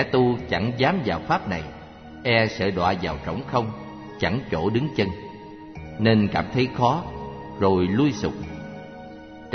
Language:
Vietnamese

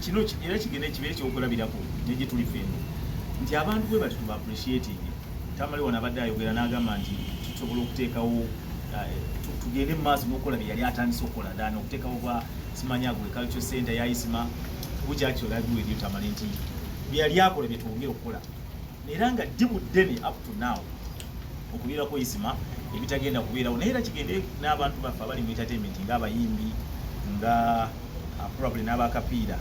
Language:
Ganda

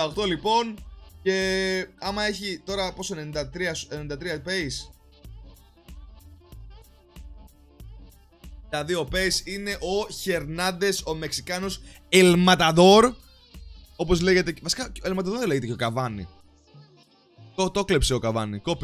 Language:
Greek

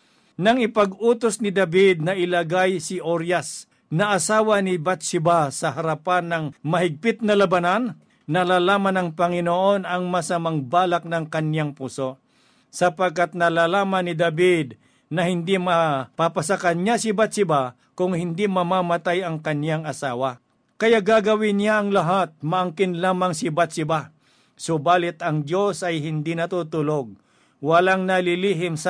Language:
Filipino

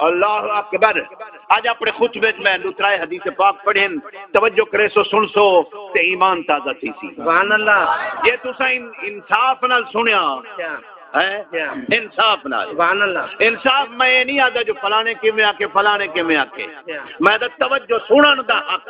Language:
Saraiki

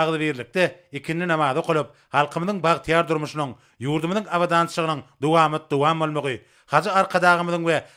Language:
Turkmen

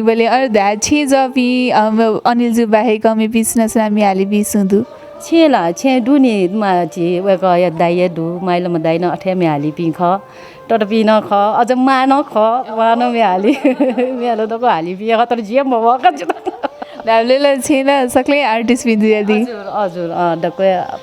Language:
Newari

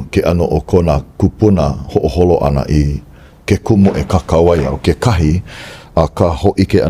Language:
Hawaiian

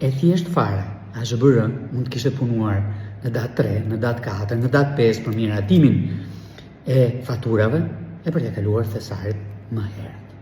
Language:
Albanian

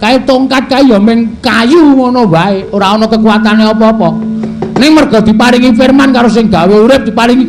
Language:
Javanese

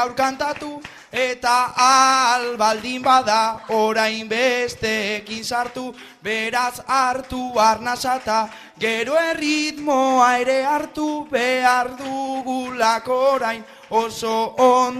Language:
Basque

